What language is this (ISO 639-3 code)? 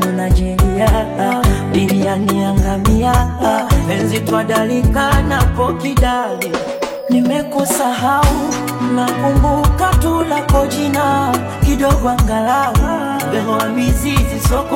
swa